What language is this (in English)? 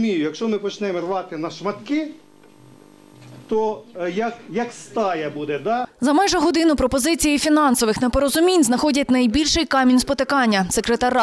Ukrainian